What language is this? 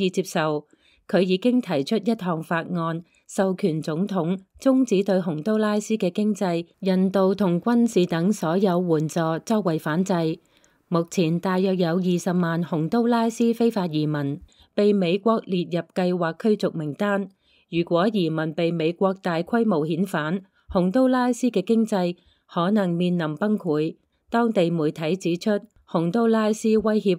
Cantonese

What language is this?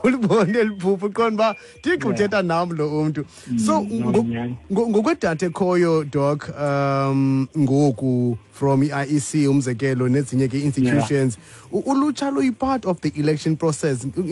Xhosa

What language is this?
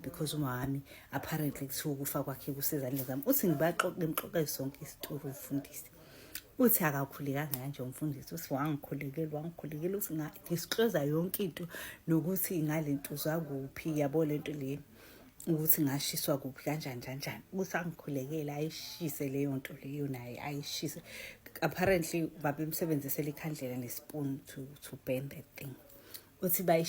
Zulu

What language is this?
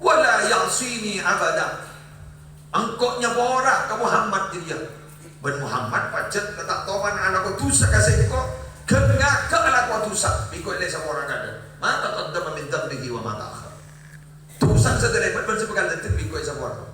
Madurese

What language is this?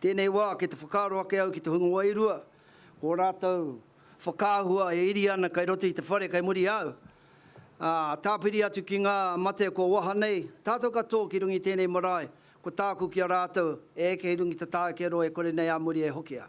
Māori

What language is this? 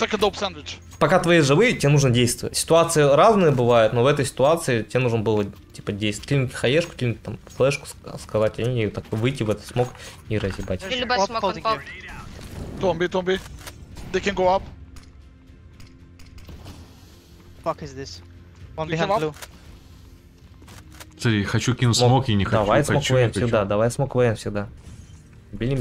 Russian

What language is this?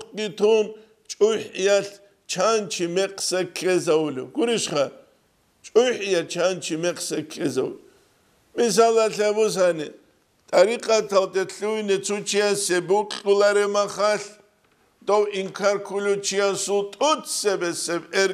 Avaric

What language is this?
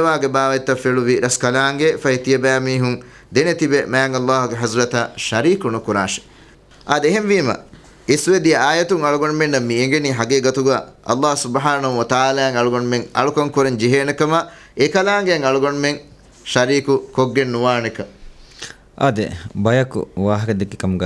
Divehi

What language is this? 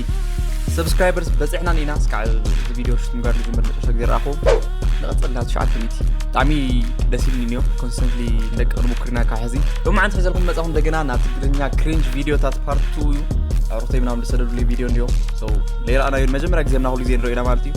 Tigrinya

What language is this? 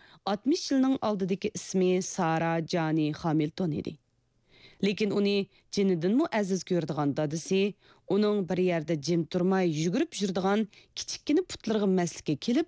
Uyghur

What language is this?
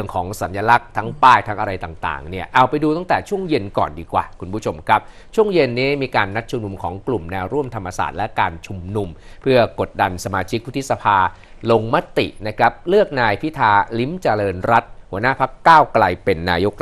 Thai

